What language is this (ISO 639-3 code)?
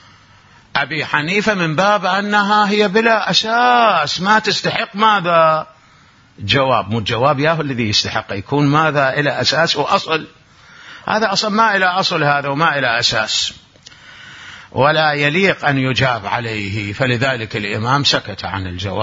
ara